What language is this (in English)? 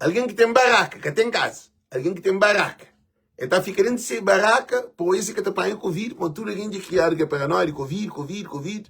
Kabuverdianu